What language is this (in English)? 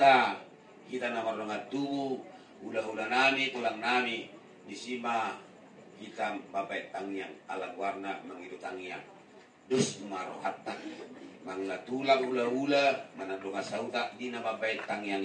Batak Toba